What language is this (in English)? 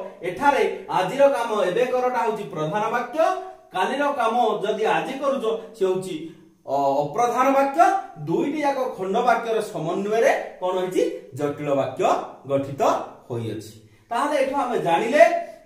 Odia